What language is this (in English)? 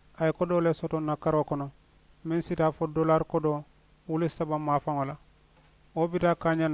Mandingo